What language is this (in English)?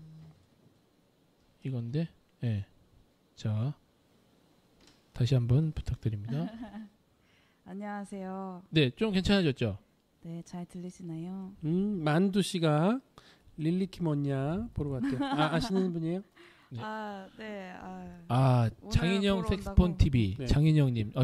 Korean